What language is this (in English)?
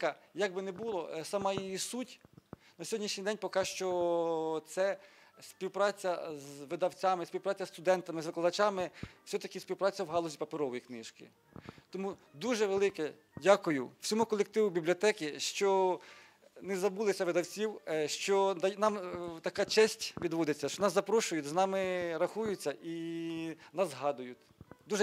Ukrainian